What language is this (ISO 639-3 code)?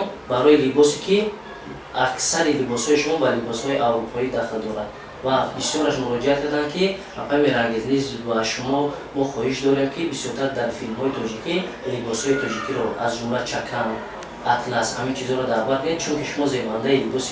tgk